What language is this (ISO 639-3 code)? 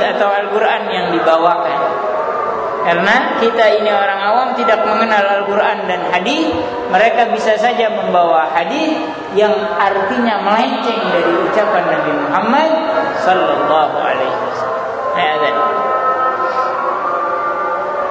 ind